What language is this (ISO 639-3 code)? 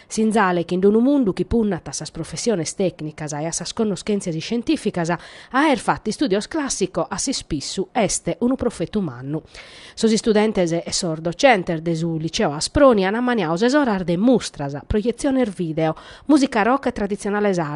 srd